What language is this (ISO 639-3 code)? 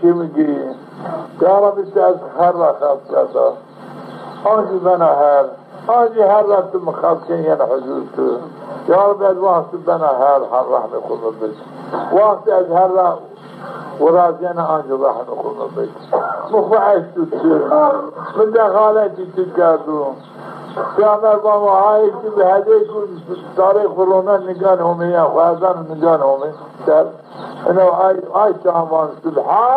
zza